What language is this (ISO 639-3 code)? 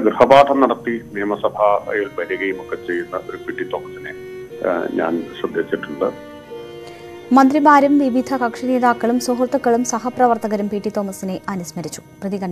mal